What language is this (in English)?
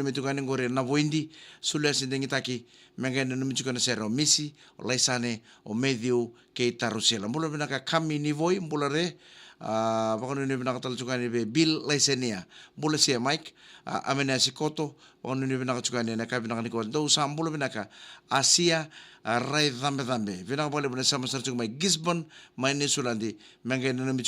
Fijian